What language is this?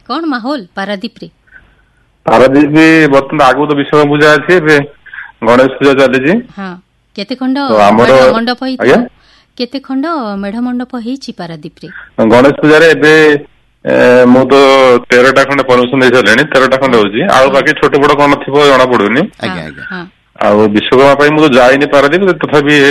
Odia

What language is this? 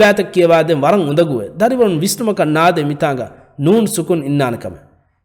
Divehi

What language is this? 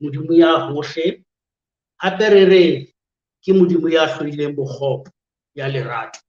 Southern Sotho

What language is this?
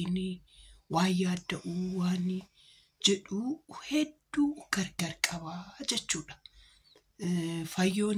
Oromo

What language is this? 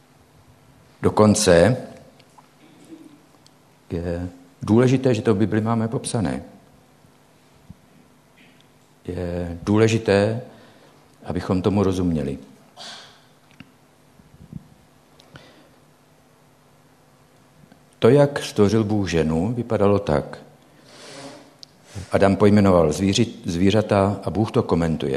Czech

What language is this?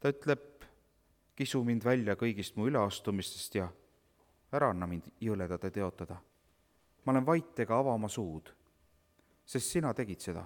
Estonian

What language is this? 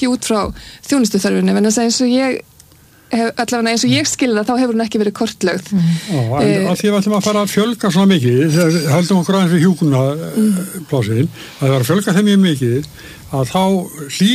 Icelandic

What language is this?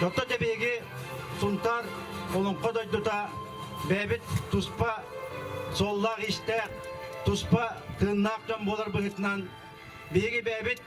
Yakut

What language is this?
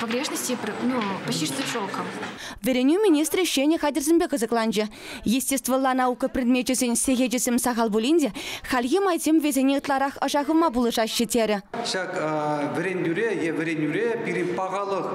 Chuvash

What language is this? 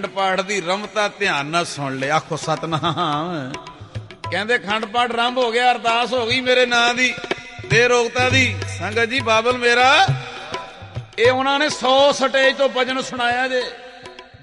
Punjabi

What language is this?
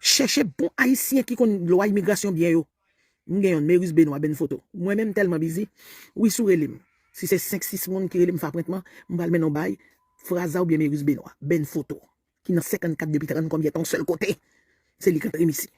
Haitian Creole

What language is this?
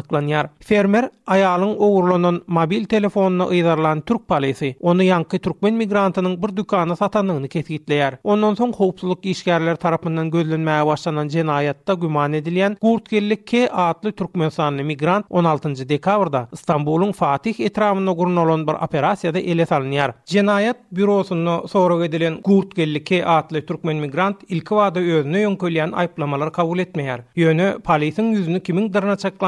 Turkmen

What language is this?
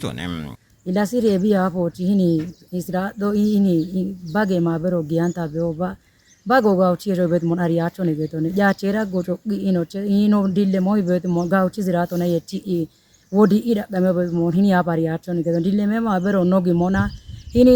Kafa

